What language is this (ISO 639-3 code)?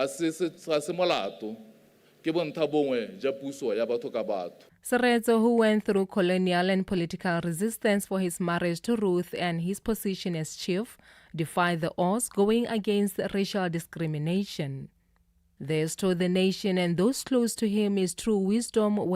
tsn